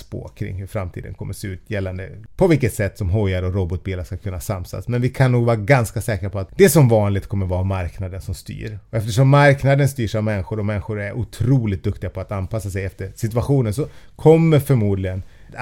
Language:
Swedish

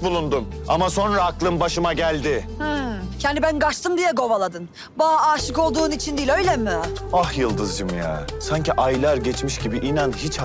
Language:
Turkish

